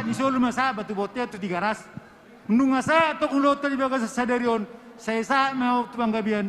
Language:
Batak Toba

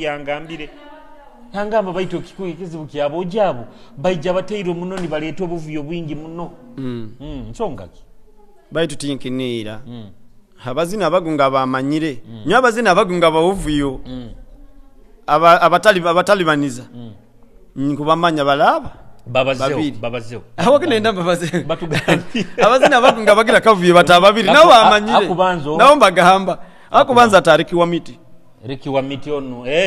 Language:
Nyoro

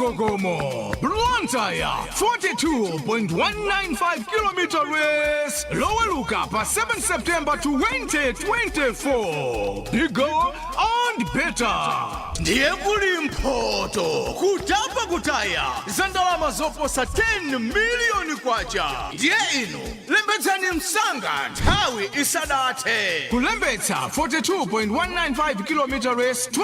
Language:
Nyanja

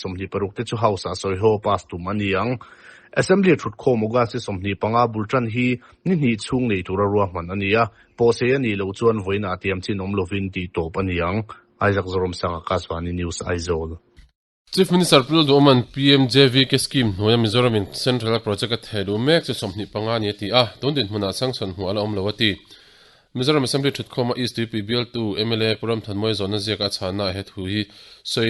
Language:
Mizo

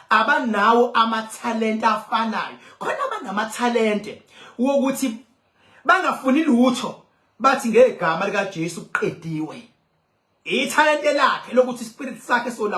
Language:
Zulu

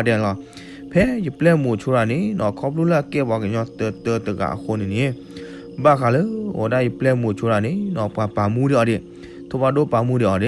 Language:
S'gaw Karen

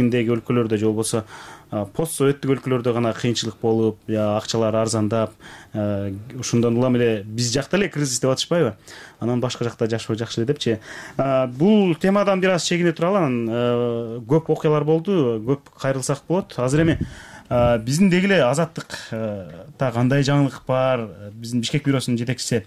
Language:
Kyrgyz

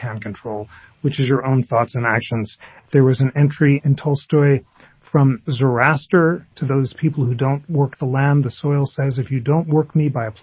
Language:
English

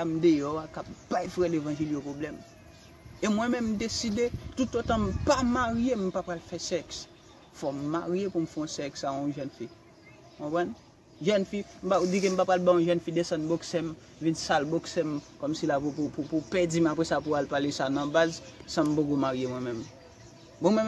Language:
Haitian Creole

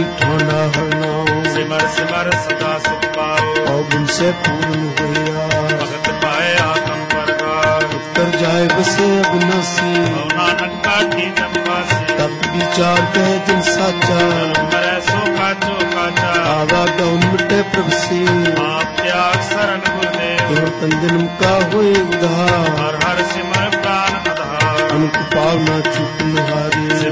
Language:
Punjabi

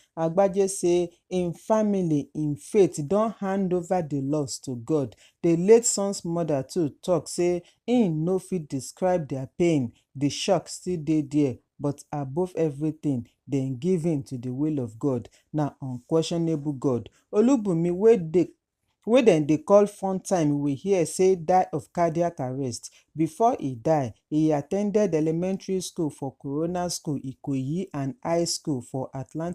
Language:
Nigerian Pidgin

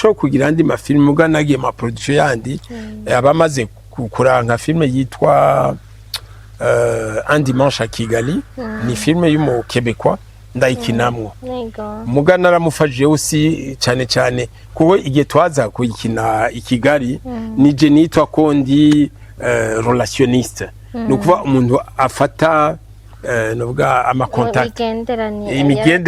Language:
Rundi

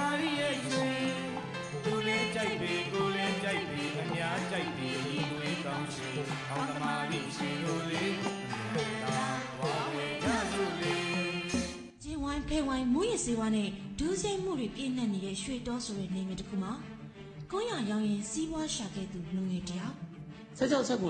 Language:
Burmese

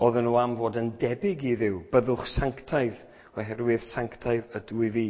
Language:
Welsh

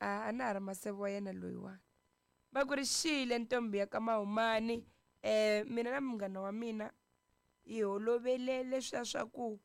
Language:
Tsonga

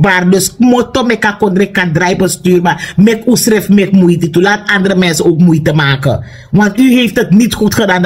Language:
Sranan Tongo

